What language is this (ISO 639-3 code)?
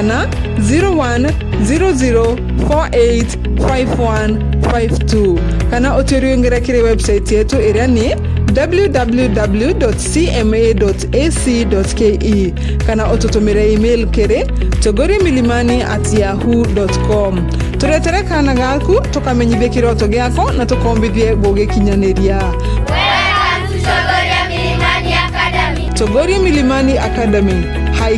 mer